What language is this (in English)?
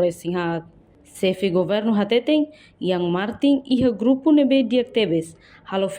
Tetum